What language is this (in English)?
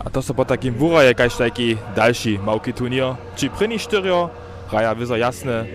Upper Sorbian